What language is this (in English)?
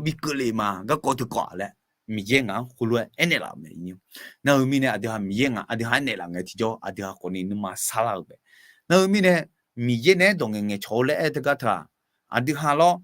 Akha